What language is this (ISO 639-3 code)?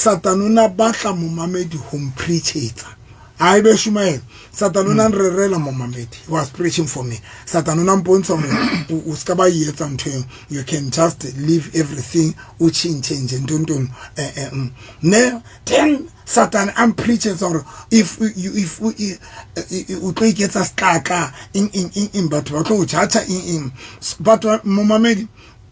sot